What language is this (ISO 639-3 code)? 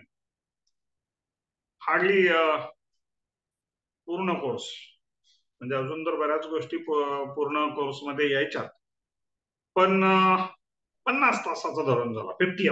mar